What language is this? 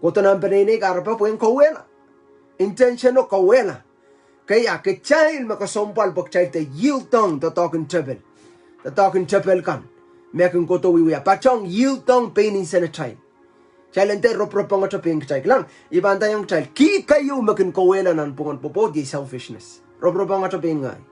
Pohnpeian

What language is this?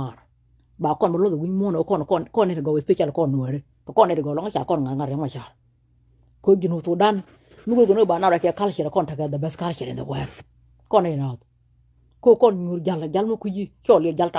Nuer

